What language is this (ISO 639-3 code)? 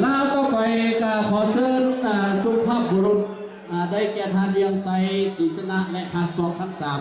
lao